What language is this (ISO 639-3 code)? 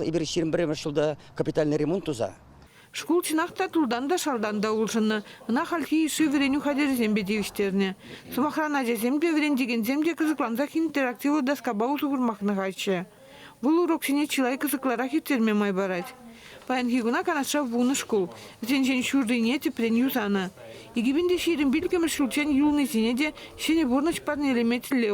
chv